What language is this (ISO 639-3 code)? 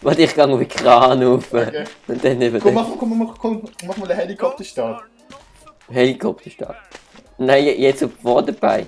gsw